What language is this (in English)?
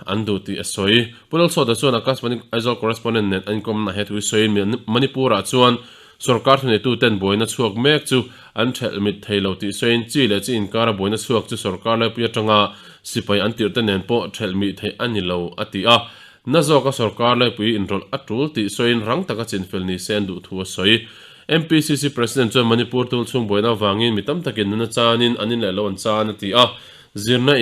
Mizo